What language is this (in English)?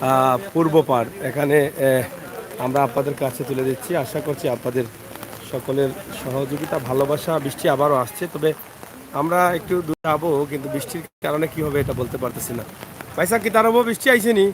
Sylheti